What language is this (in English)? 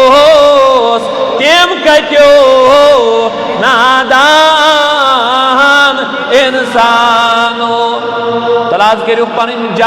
Kashmiri